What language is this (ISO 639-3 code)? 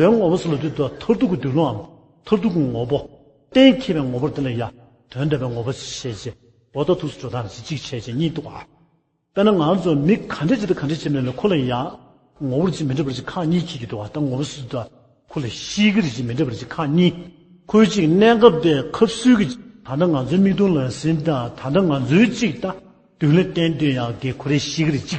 bod